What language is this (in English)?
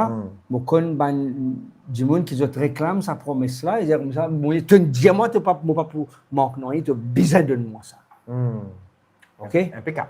Morisyen